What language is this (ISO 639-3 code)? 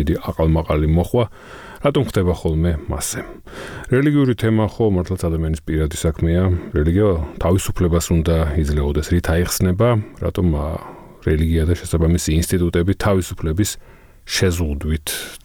kat